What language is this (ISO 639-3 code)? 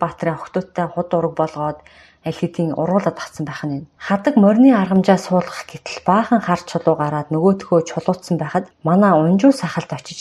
mon